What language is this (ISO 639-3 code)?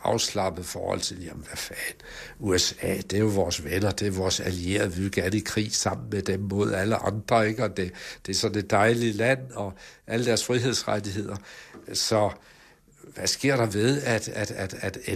dan